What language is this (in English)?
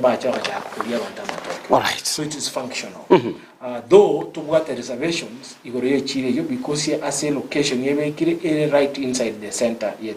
Gusii